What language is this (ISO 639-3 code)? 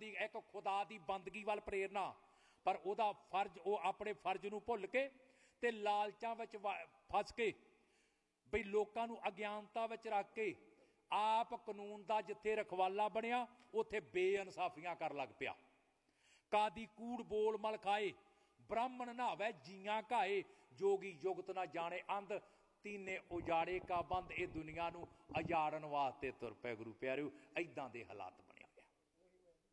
pan